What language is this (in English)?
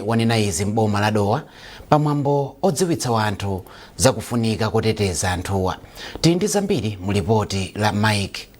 Nyanja